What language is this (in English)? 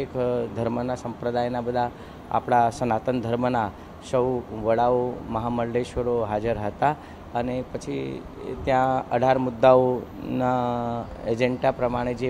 Gujarati